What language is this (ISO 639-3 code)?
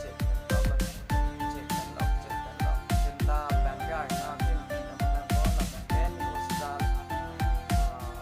mjw